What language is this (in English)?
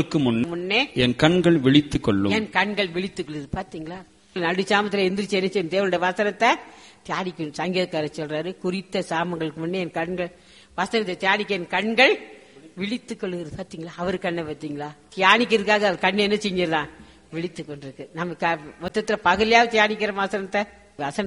Tamil